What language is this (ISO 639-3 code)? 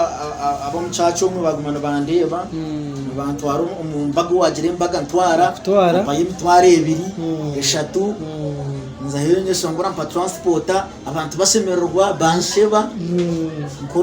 nyn